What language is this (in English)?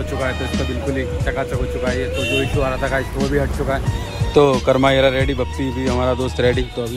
Hindi